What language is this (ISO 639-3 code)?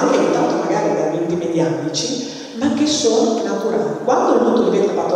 ita